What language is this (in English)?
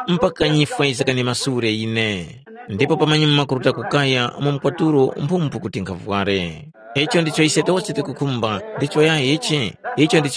Tumbuka